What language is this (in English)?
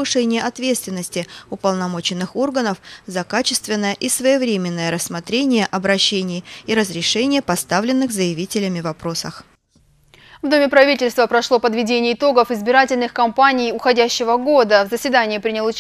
Russian